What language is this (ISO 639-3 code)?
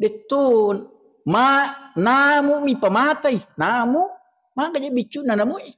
bug